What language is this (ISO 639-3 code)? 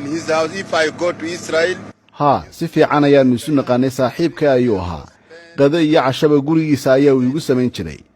som